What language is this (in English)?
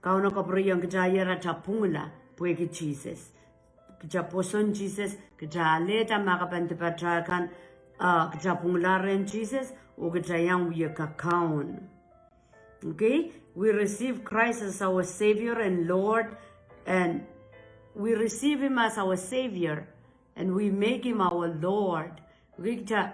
Pohnpeian